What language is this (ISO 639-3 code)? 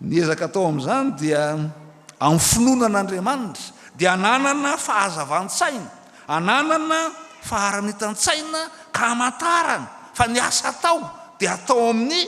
mlg